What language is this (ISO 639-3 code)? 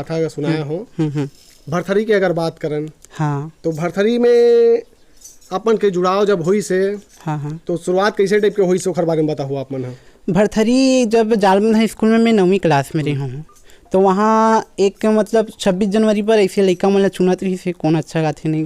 hne